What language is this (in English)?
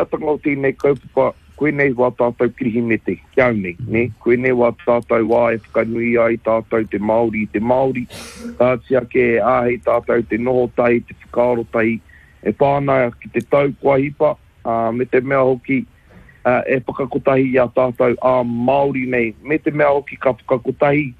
Māori